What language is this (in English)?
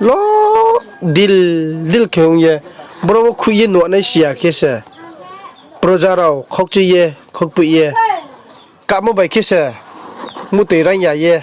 Riang (India)